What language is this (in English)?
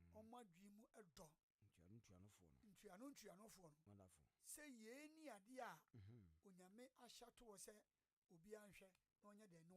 Akan